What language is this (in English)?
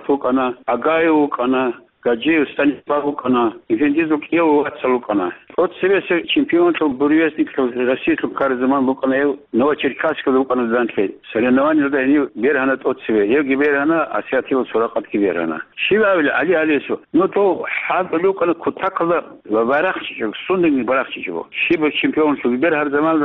Avaric